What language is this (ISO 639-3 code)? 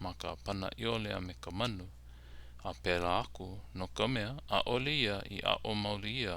haw